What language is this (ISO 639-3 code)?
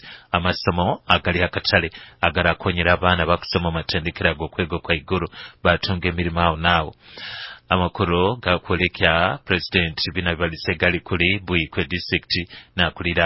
nyo